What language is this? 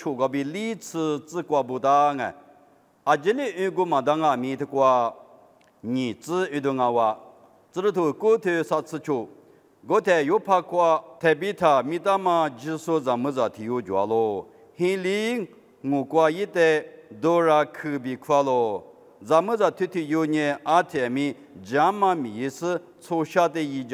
Lisu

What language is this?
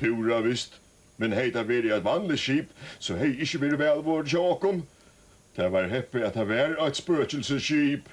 Faroese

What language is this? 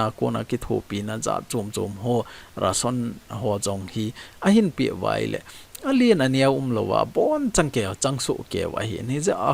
Thado Chin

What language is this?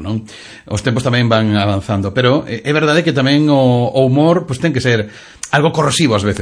Galician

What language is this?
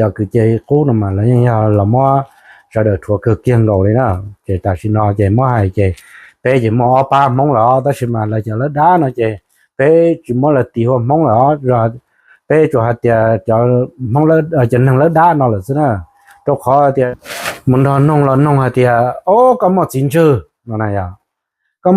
Hmong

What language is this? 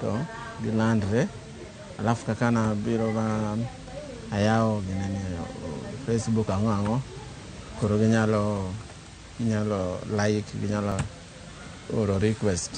Luo (Kenya and Tanzania)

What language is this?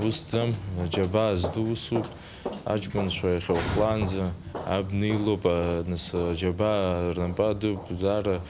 Abkhazian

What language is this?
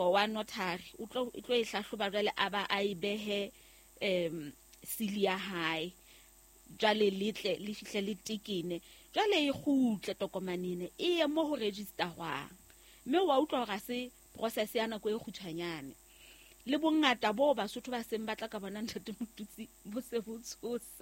Southern Sotho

